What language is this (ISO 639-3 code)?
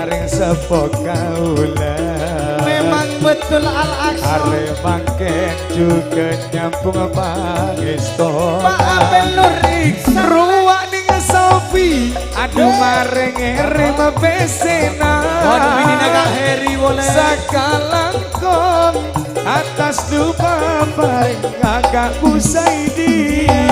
mad